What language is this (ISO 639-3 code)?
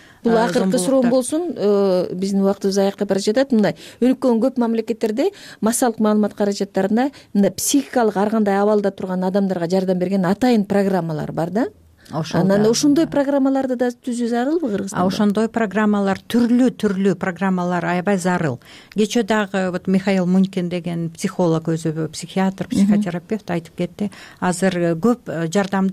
kir